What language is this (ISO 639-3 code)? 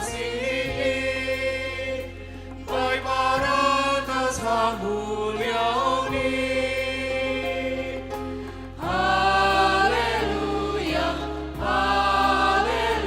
bts